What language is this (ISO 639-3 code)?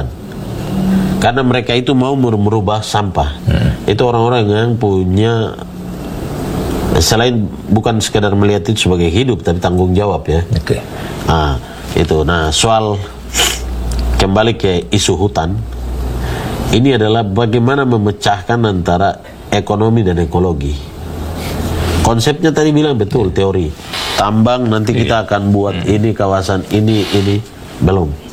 ind